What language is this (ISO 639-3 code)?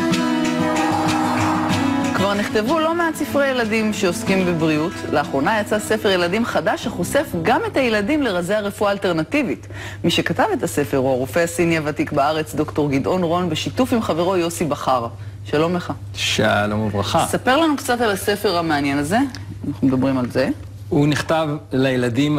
heb